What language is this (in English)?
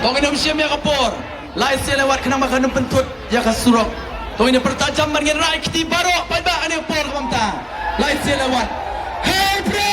Khasi